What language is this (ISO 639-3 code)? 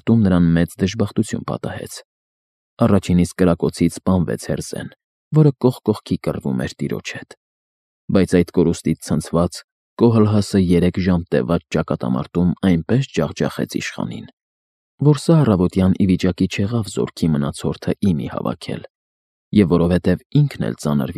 hye